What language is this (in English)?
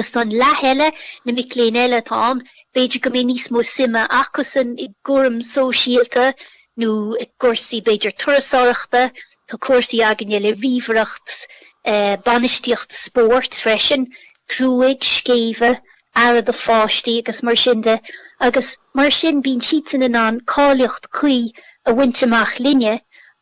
Irish